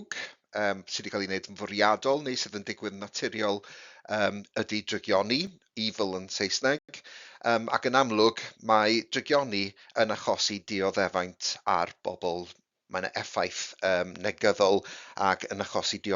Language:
Welsh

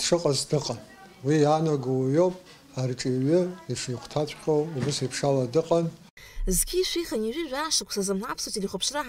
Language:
Abkhazian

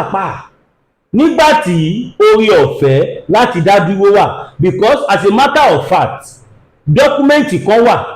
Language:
Yoruba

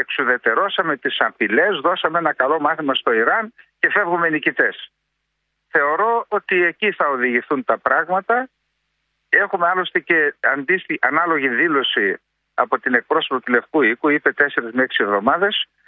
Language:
Greek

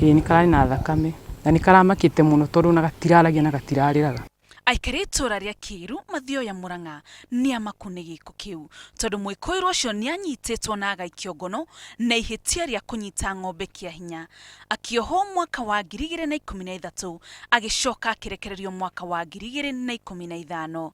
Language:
Kikuyu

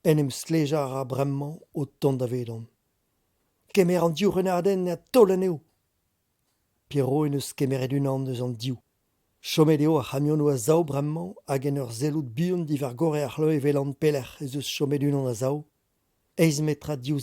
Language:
Breton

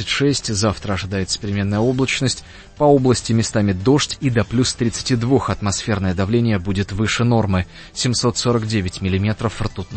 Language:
Russian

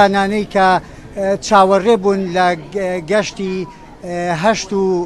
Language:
Central Kurdish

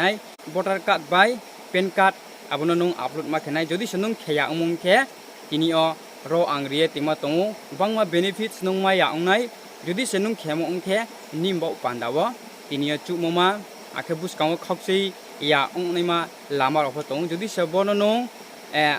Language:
Riang (India)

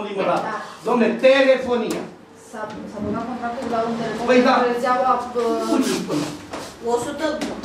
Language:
Romanian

